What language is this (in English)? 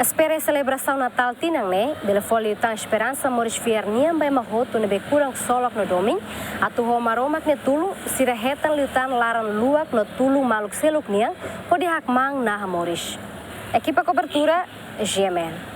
Tetum